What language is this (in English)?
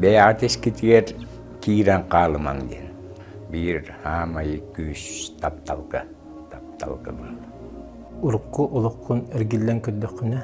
Yakut